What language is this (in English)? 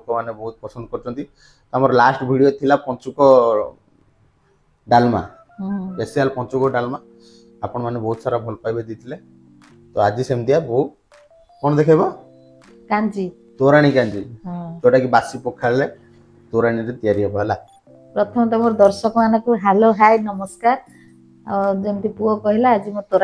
Odia